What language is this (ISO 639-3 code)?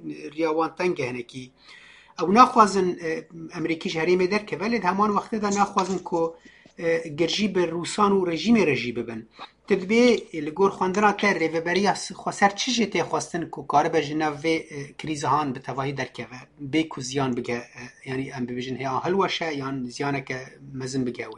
kur